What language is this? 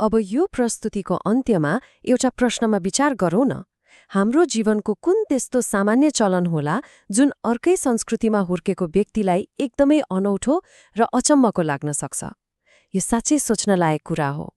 Nepali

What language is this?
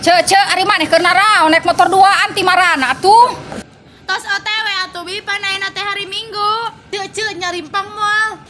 Sundanese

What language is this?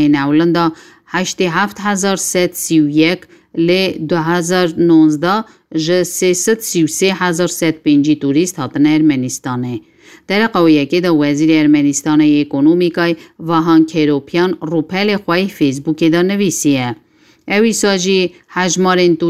Kurdish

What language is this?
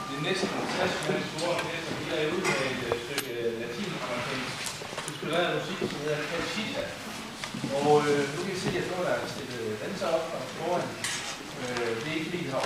Danish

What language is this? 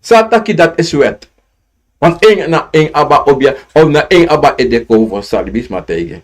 Sranan Tongo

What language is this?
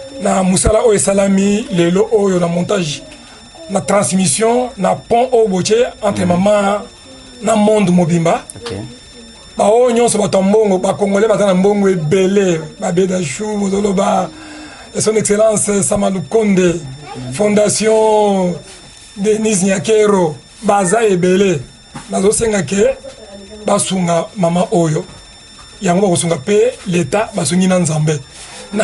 Lingala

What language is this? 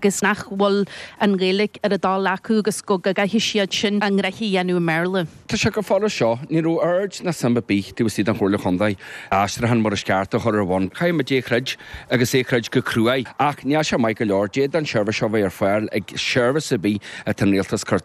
Irish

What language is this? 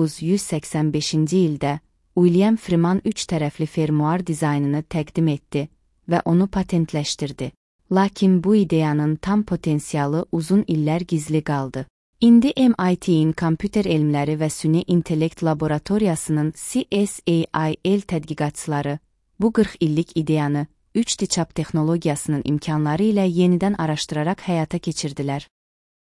Azerbaijani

